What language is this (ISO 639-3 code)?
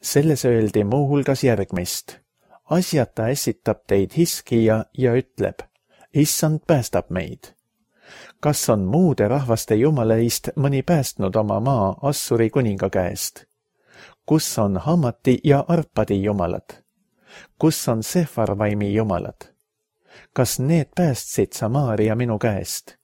est